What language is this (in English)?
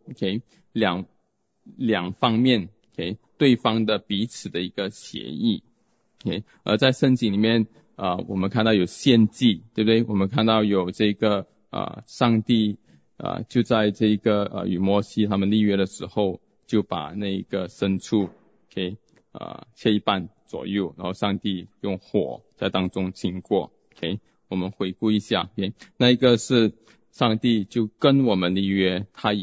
Chinese